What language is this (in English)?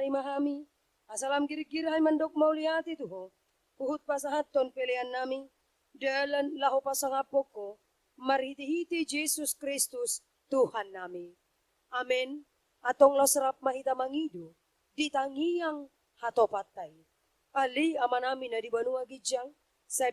Batak Toba